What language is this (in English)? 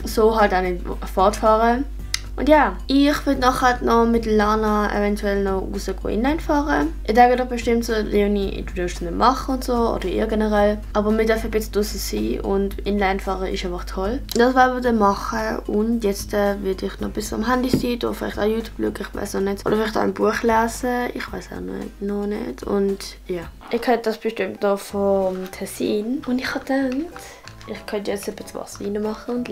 Swiss German